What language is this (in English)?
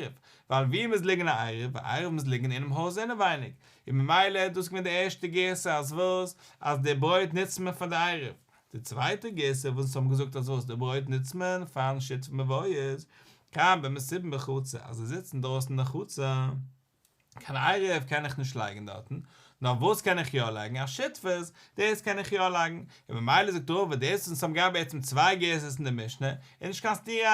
Yiddish